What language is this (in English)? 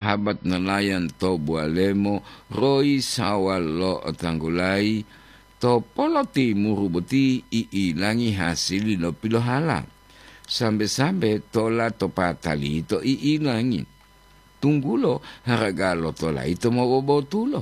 Gorontalo